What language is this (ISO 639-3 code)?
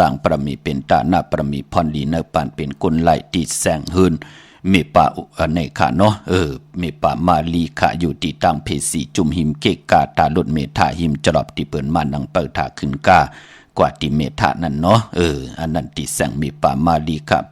shn